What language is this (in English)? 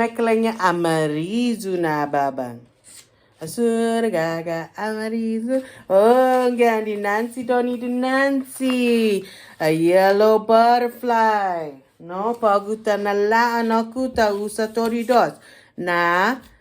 Chamorro